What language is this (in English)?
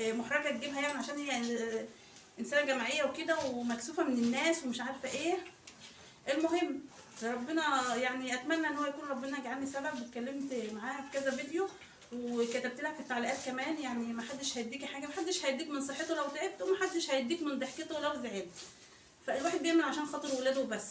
Egyptian Arabic